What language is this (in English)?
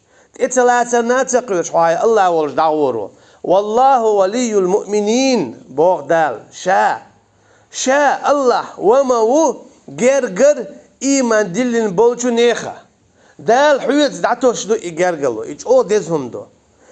Chechen